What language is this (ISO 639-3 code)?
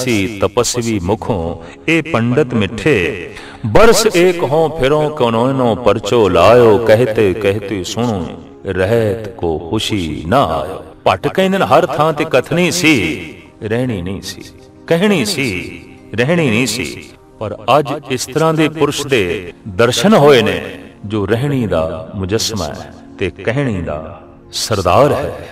pan